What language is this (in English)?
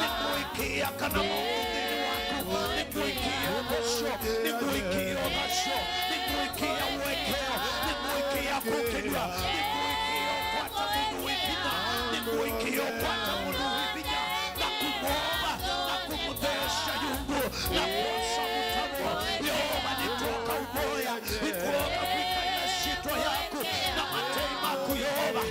Kamba